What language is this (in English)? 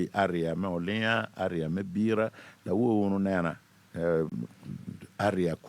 Acoli